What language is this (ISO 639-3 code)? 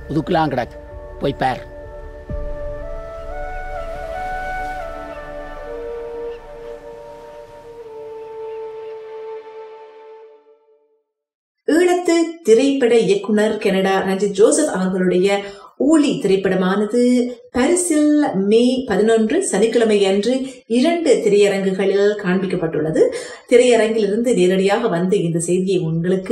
tam